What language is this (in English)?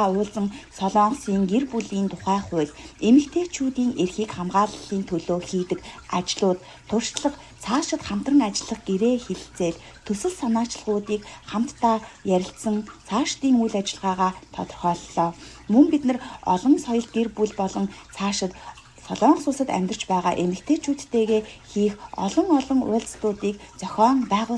Mongolian